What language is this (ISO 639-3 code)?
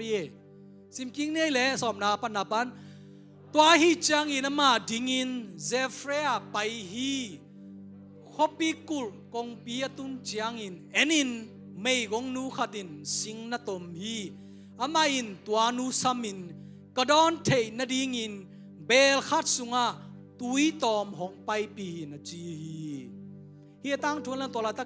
ctd